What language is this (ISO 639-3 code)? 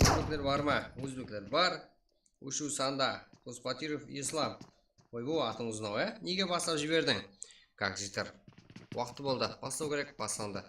kaa